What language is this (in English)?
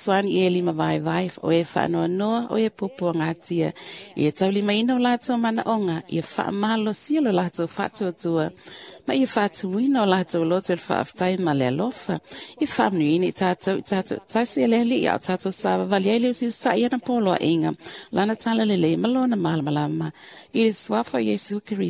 Samoan